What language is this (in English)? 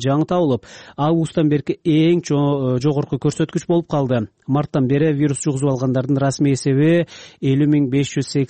Kyrgyz